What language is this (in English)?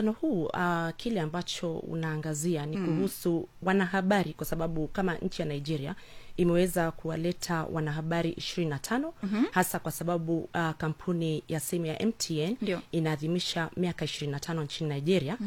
Swahili